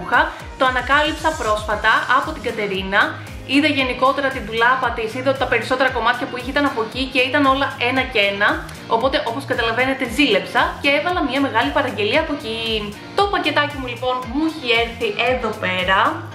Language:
Greek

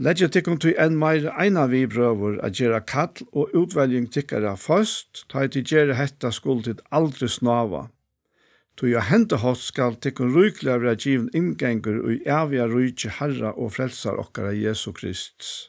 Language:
Faroese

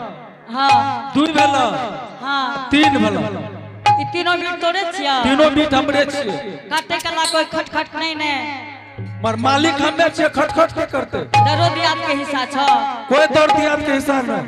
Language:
Angika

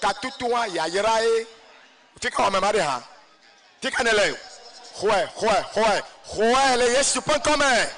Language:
Ewe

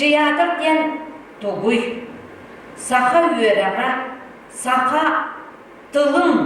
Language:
Yakut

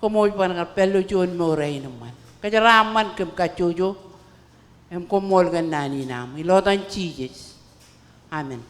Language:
Marshallese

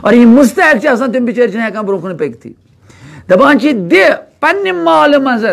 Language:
Kashmiri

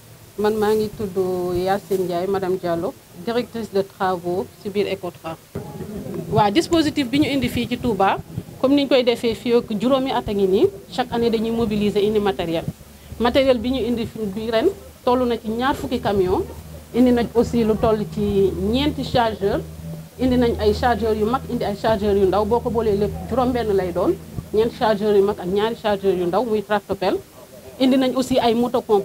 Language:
Wolof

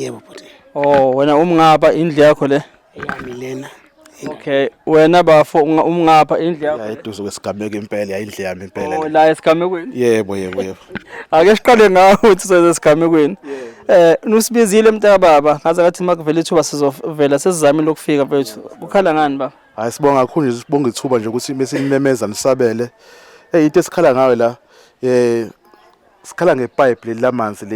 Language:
Zulu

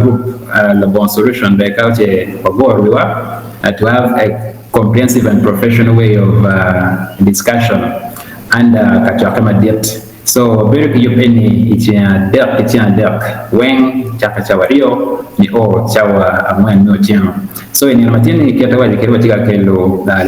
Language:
Acoli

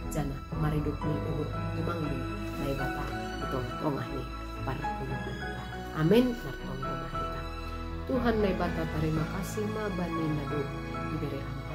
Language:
Batak Simalungun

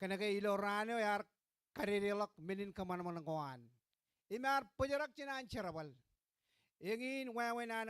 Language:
Marshallese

